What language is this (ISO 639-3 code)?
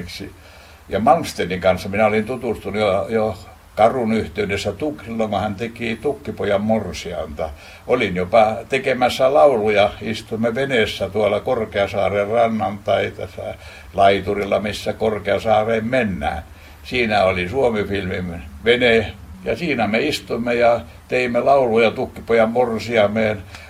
fin